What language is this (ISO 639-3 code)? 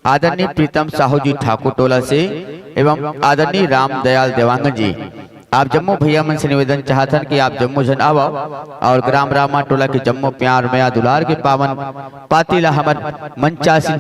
hne